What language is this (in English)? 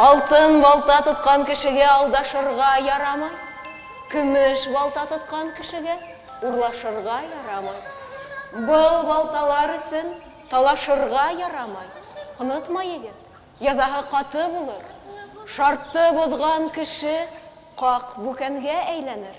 Bashkir